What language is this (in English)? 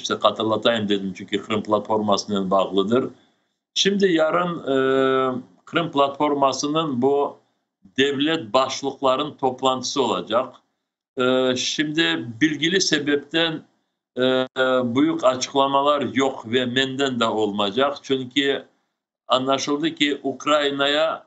Crimean Tatar